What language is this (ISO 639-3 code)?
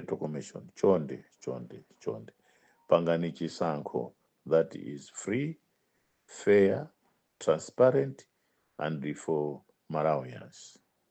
nya